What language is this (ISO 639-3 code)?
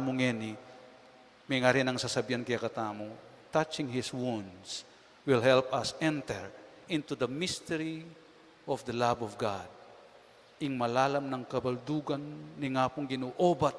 pam